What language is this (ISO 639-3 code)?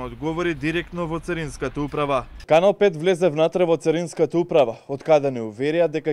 mkd